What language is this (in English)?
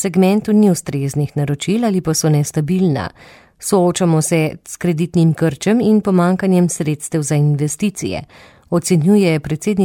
Slovenian